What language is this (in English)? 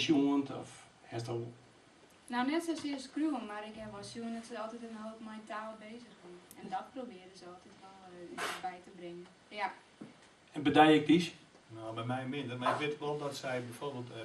Western Frisian